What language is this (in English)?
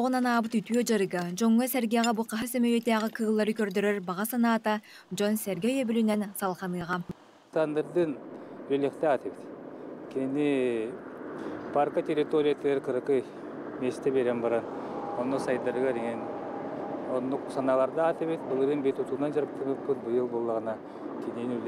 Yakut